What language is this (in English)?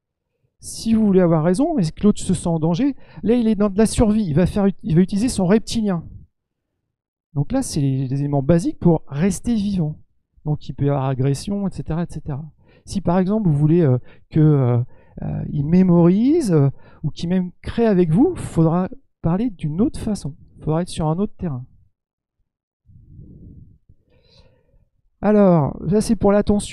French